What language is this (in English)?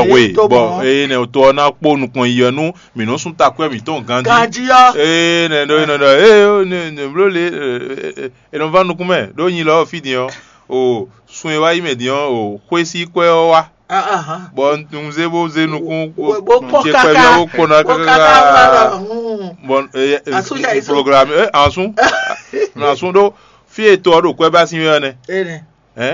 Fon